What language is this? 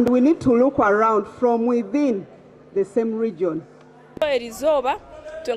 Nyankole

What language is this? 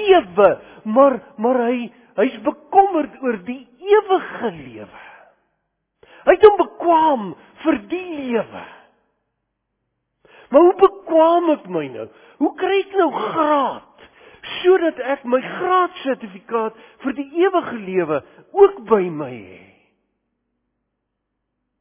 Afrikaans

